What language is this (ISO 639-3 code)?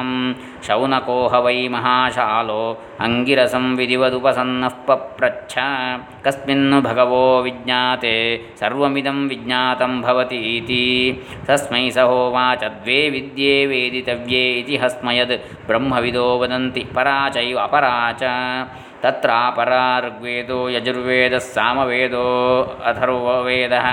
san